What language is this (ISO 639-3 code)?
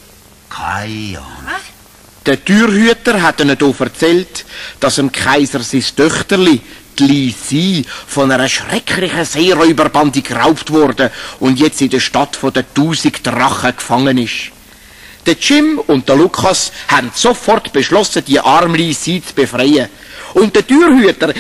gsw